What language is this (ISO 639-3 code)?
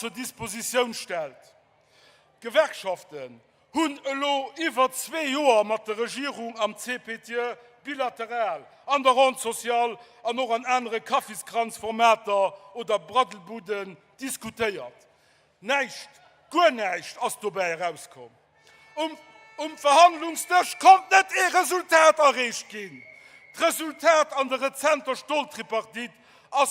ltz